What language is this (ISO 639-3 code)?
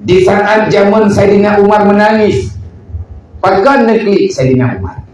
ace